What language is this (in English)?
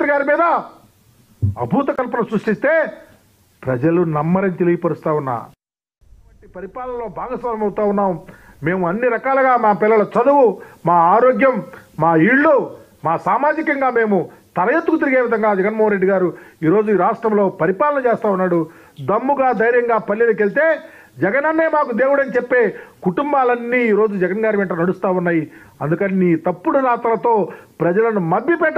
Telugu